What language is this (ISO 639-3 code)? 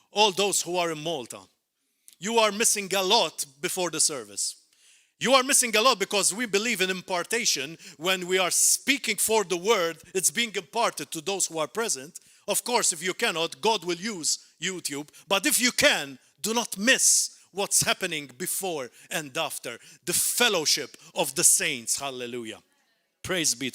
eng